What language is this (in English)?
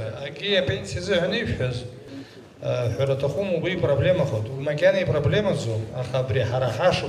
Abkhazian